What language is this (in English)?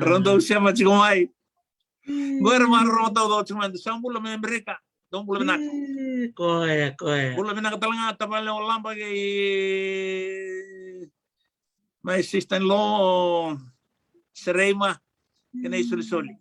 Fijian